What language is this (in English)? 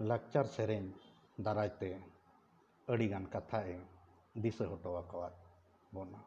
Santali